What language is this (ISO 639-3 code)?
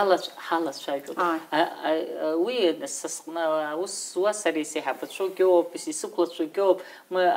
abk